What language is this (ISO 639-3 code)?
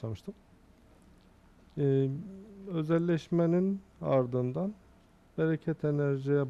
tur